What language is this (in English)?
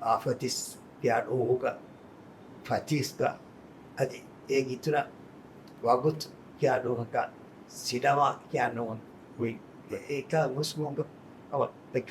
Divehi